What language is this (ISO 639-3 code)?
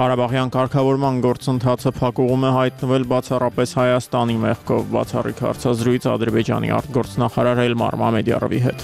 hye